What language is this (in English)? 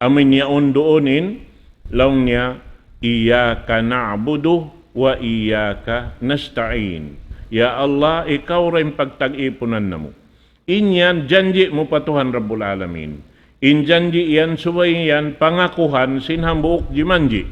Tausug